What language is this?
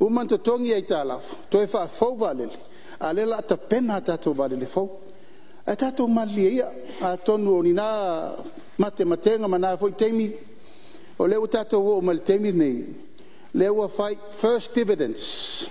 Samoan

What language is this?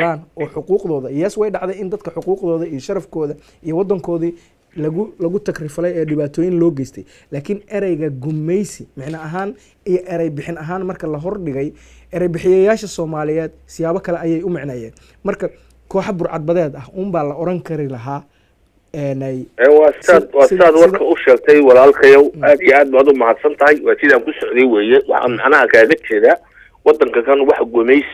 Somali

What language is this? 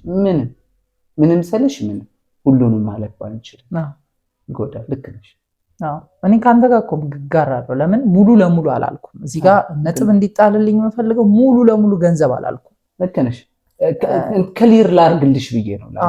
Amharic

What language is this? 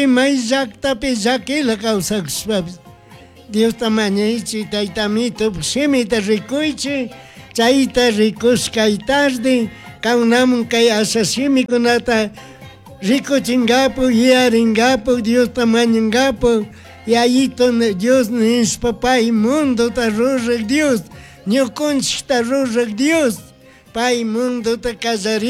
Chimborazo Highland Quichua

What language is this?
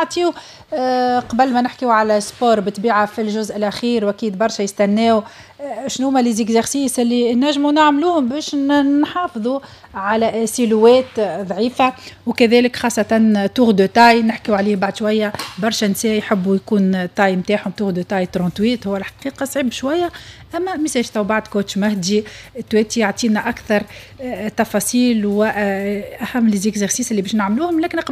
Tunisian Arabic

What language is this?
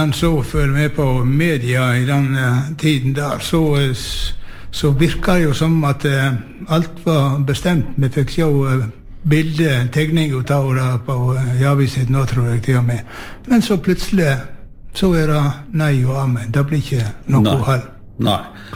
Norwegian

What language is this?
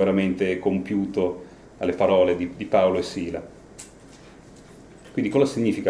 Italian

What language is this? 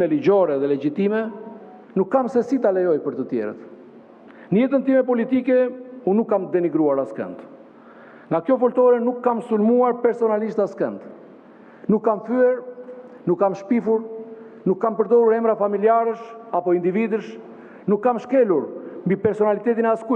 Albanian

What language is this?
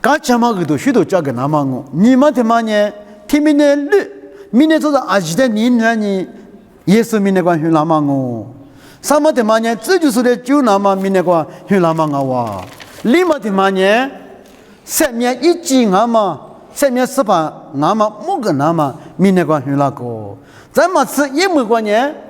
Lisu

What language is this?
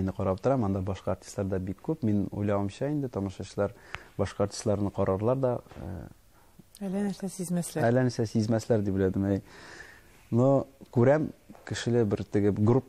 Tatar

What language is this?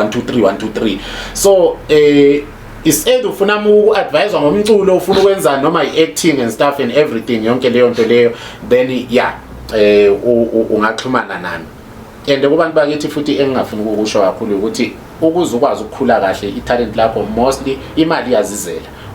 Zulu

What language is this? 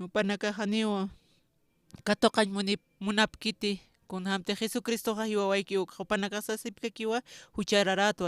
Aymara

